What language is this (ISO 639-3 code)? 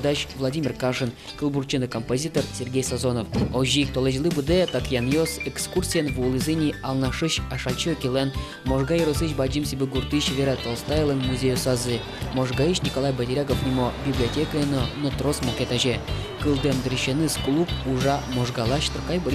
udm